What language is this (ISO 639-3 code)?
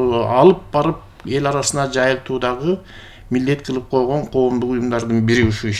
kir